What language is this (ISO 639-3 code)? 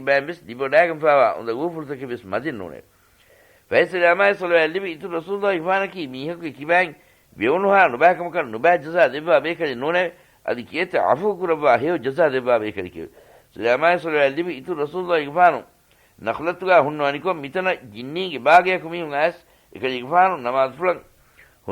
div